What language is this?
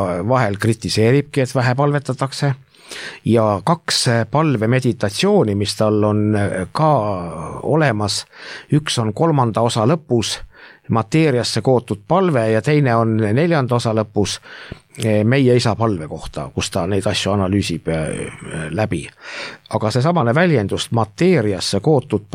Estonian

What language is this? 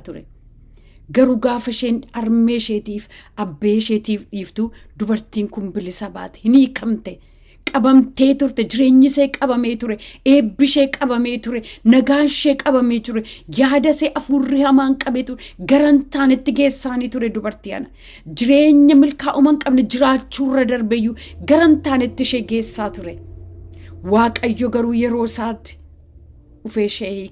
Oromo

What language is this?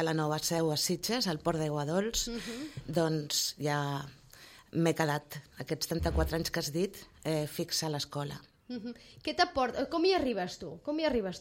Catalan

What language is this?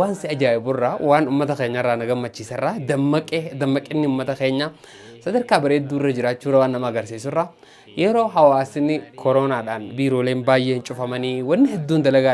Oromo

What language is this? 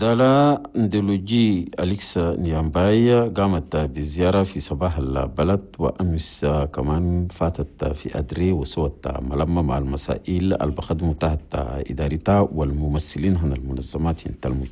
Chadian Arabic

